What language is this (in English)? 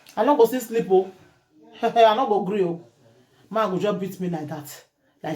Nigerian Pidgin